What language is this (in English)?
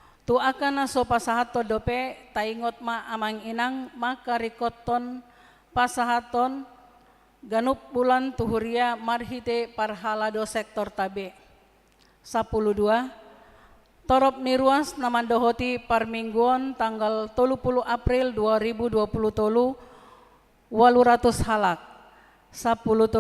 Batak Toba